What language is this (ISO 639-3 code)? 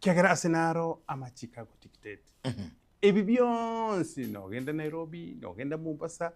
guz